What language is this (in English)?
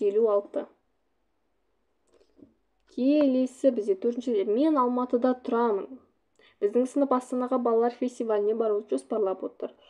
Kazakh